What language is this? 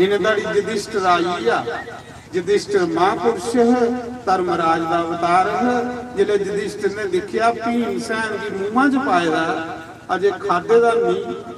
Dogri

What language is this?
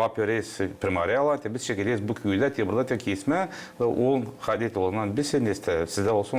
Gagauz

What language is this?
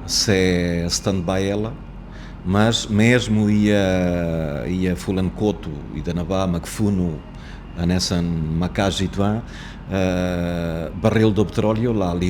Tetum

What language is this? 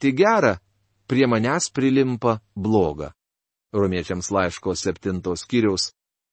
Lithuanian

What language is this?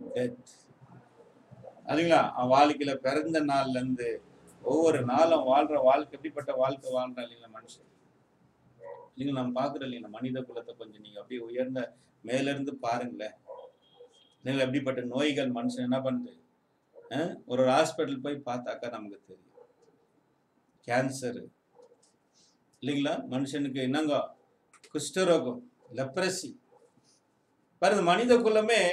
Tamil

